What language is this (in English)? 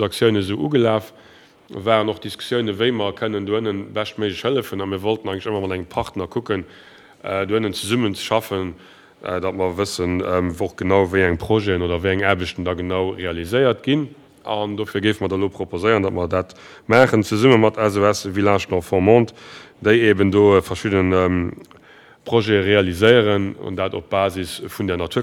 Luxembourgish